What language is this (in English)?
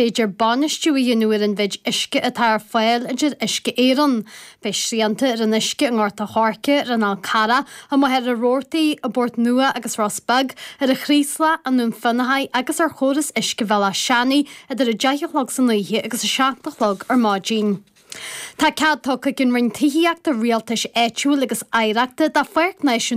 Irish